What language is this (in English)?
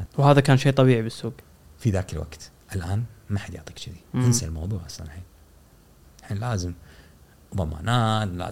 Gulf Arabic